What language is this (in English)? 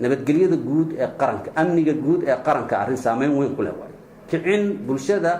Somali